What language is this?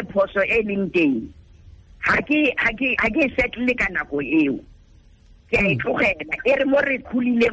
Tswana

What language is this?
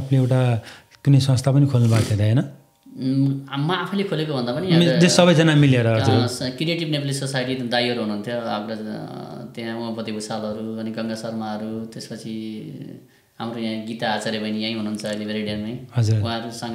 Nepali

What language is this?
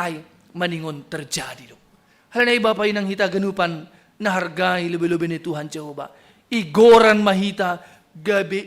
Batak Simalungun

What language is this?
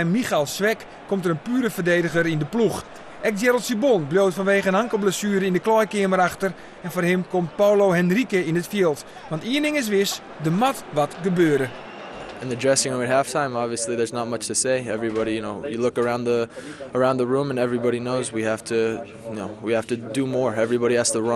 Western Frisian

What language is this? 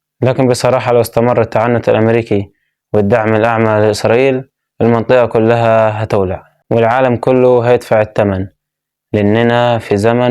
Egyptian Arabic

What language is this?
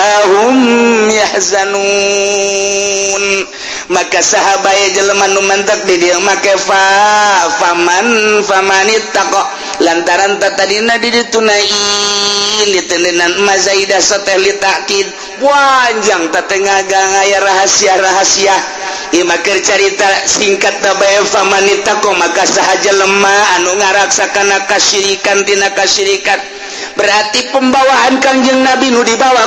Sundanese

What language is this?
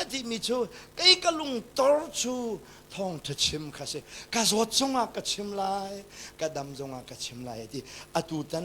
Hakha Chin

